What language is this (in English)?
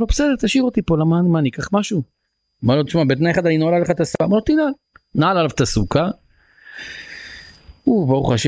Hebrew